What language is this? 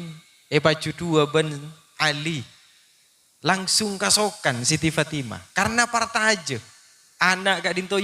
Madurese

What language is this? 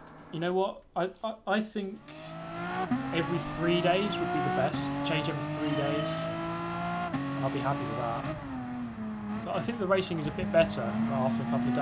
English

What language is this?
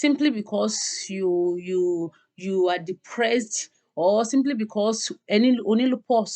Yoruba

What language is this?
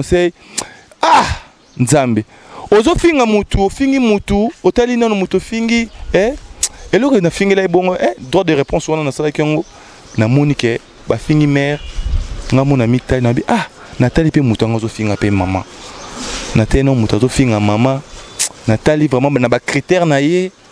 Lingala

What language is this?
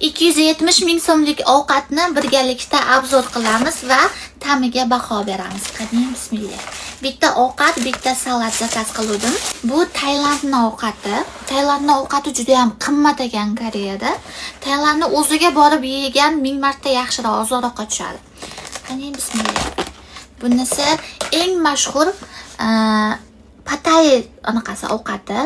Uzbek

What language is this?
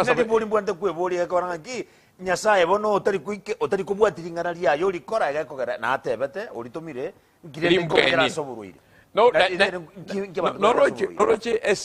Gusii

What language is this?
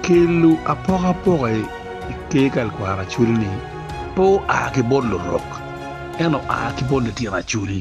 Acoli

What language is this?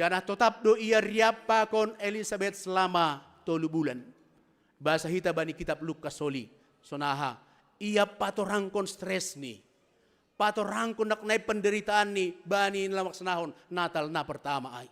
Batak Simalungun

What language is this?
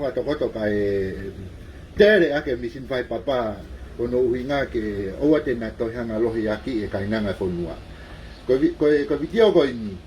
Tongan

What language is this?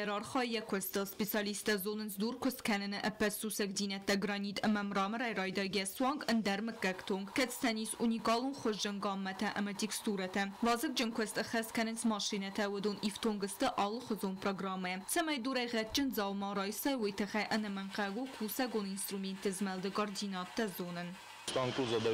Ossetic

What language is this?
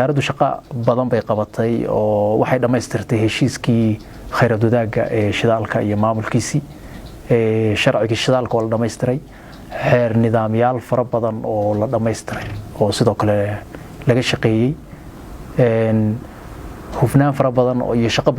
Somali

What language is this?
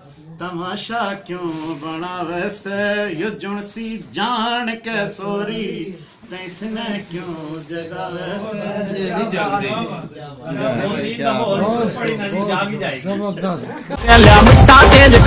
Haryanvi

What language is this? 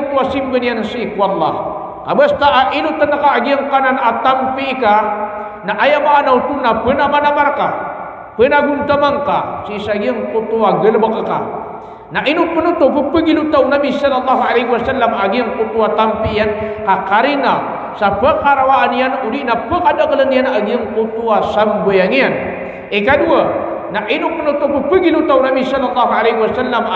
Maranao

